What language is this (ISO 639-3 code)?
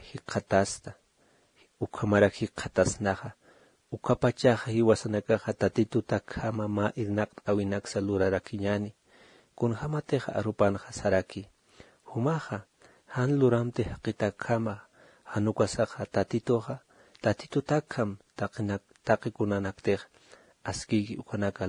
aym